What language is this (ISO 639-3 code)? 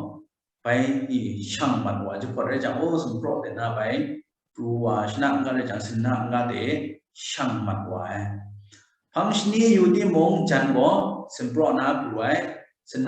kac